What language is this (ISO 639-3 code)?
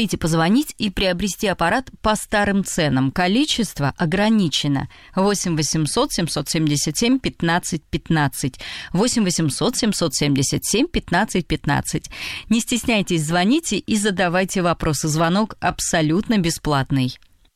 rus